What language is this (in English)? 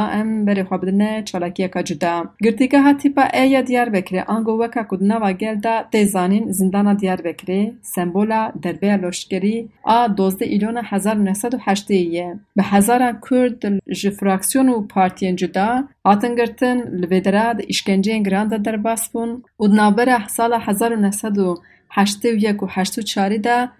Kurdish